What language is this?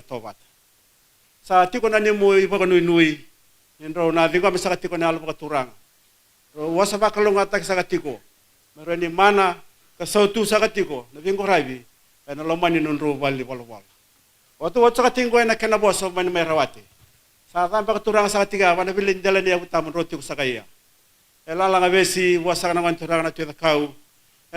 Fijian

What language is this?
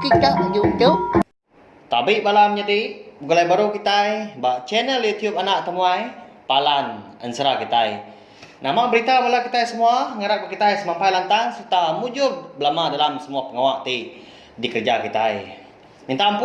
Iban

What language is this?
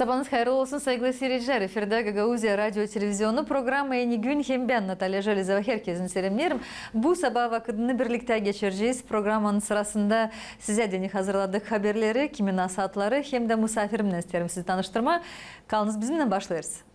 Gagauz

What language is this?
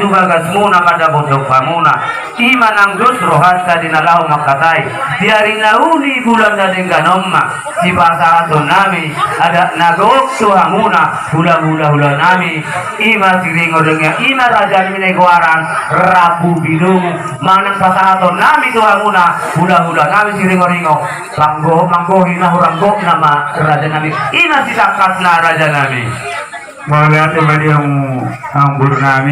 Batak Toba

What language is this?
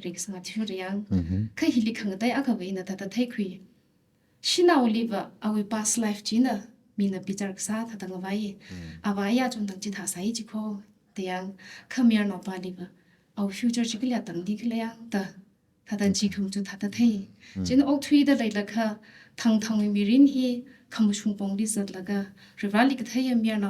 Tangkhul Naga (India)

